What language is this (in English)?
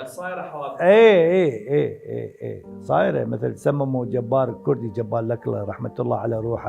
Mesopotamian Arabic